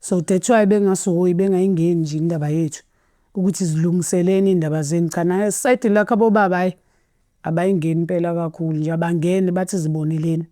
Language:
Zulu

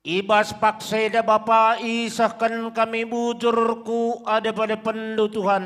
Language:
Batak Karo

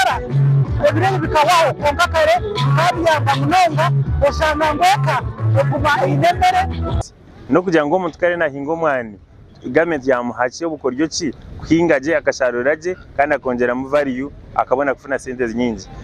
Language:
Nyankole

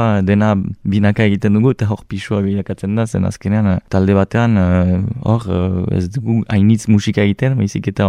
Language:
Basque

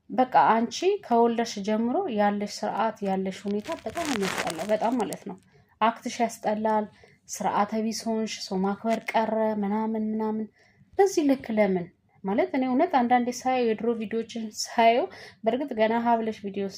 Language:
Amharic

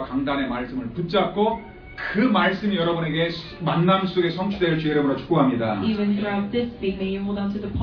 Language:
Korean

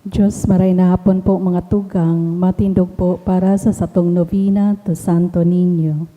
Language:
Bikol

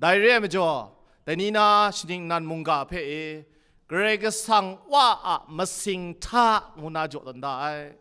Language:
Kachin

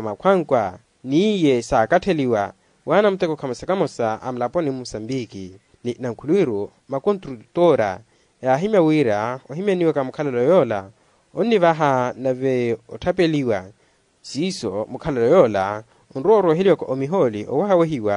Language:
Makhuwa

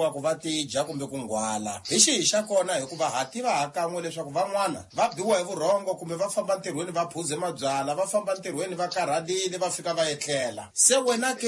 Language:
Tsonga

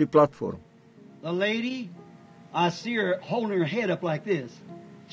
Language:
Afrikaans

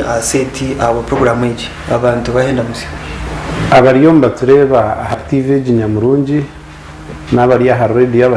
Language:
Nyankole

